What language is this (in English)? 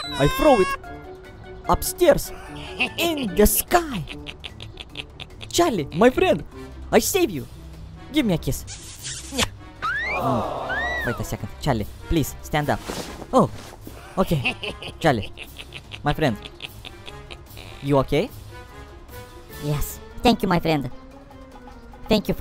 English